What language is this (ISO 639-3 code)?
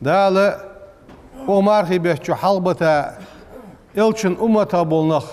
inh